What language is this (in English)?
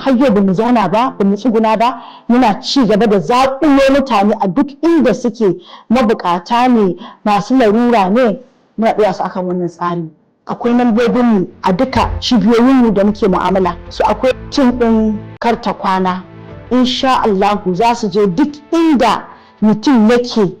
Hausa